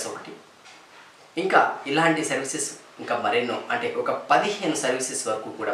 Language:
Telugu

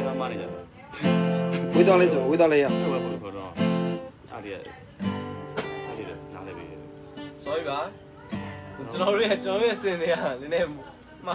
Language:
Burmese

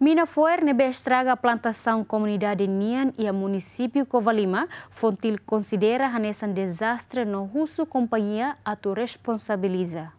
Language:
Tetum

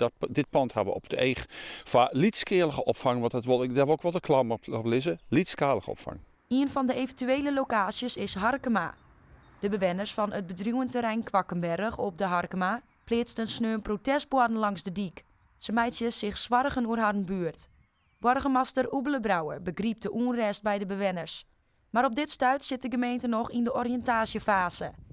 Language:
Western Frisian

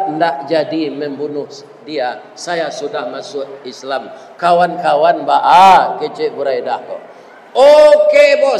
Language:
Minangkabau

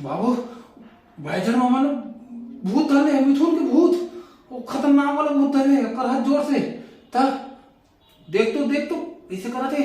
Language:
Chhattisgarhi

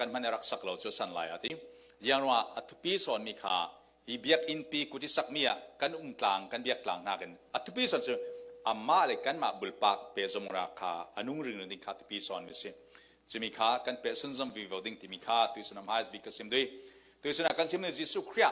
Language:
Falam Chin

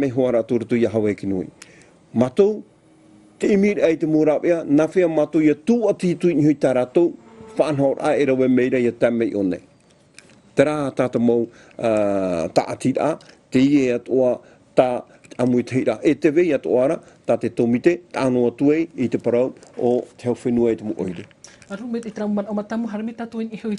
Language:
Tahitian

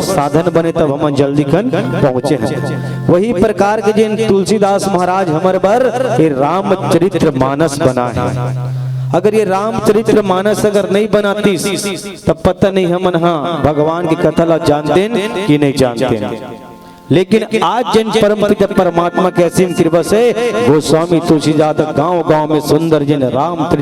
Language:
Chhattisgarhi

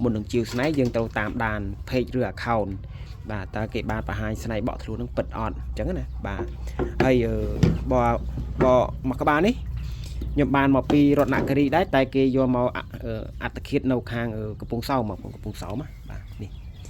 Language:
Khmer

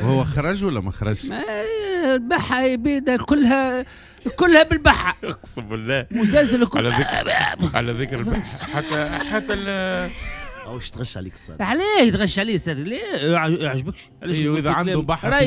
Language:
Tunisian Arabic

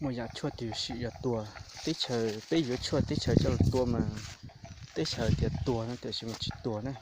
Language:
Hmong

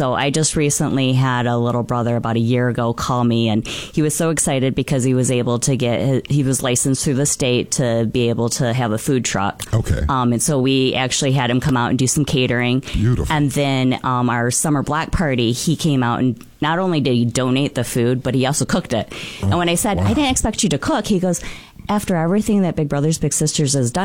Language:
English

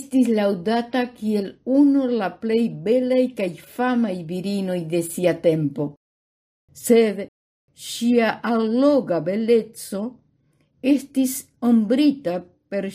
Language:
Esperanto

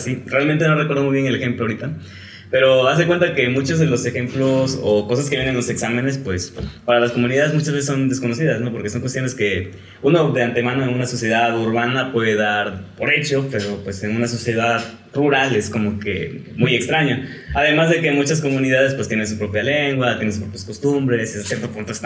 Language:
Spanish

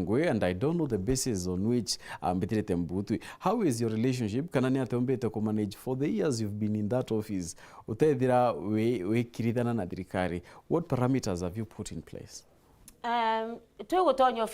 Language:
Meru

